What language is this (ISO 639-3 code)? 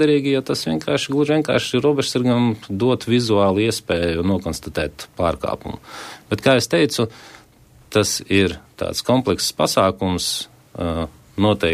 lav